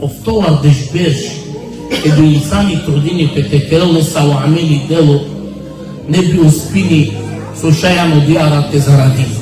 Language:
Balkan Romani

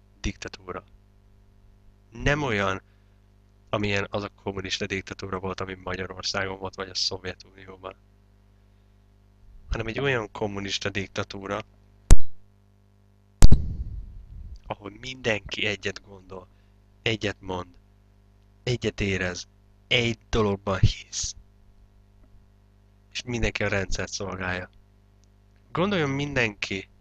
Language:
Hungarian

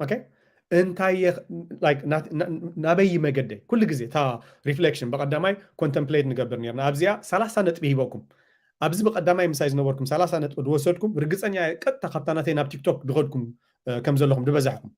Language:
Tigrinya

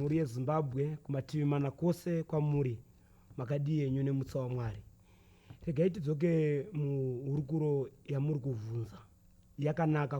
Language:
Shona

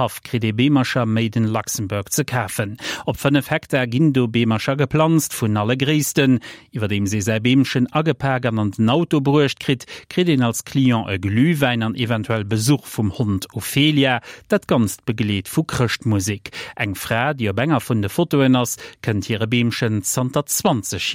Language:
Luxembourgish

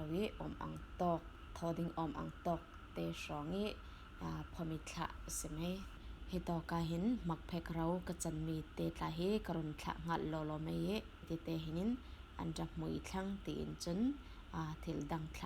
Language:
Falam Chin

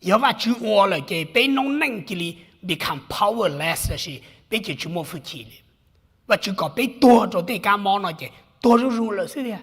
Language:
Hmong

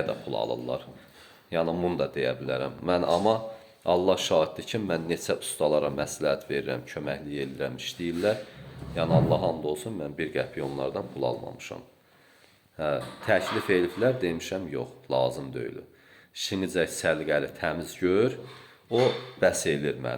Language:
Azerbaijani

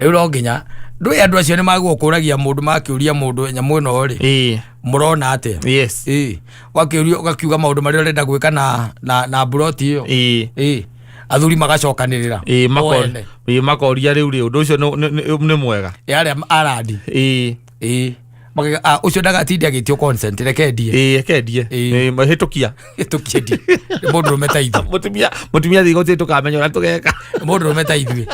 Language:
Kikuyu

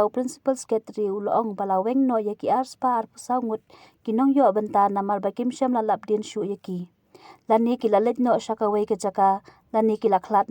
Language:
Khasi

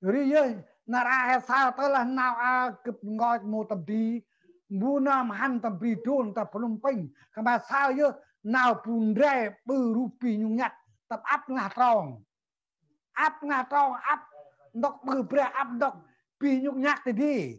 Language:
Central Mnong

